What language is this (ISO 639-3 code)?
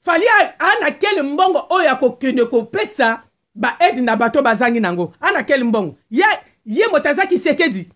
lin